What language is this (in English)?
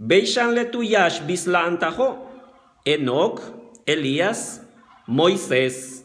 Yucateco